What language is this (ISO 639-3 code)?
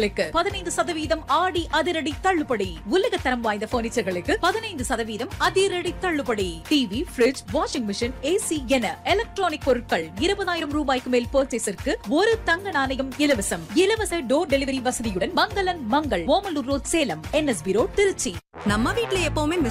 tam